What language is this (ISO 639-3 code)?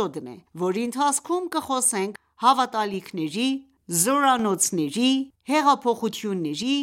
hye